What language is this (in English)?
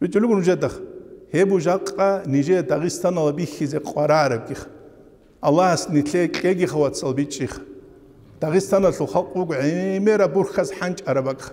Avaric